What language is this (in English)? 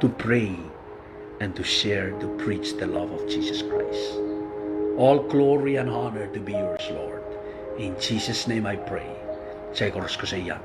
Pohnpeian